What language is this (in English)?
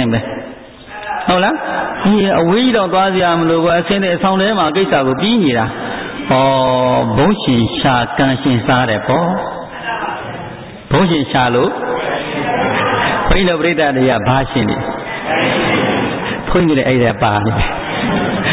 Burmese